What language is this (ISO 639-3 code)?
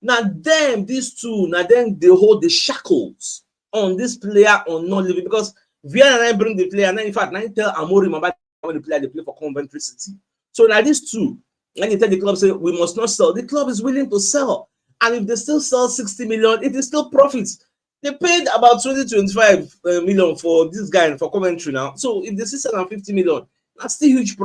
pcm